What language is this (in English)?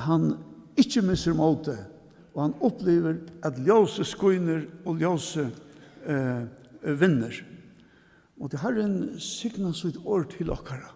Faroese